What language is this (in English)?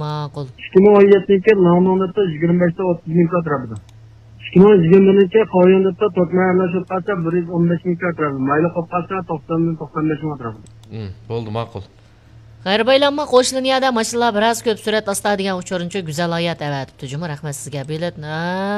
Uyghur